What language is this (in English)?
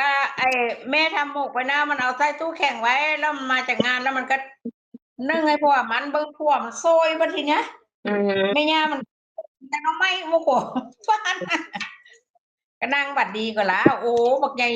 Northeastern Thai